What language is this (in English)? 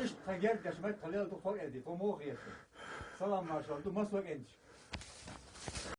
Chechen